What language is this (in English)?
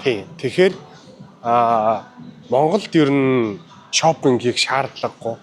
Mongolian